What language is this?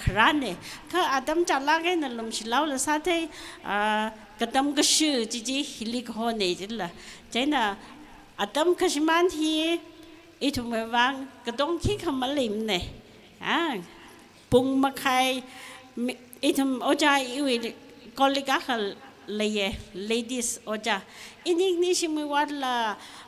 Tangkhul Naga (India)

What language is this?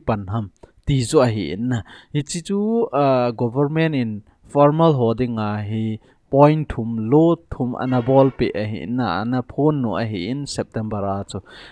Thado Chin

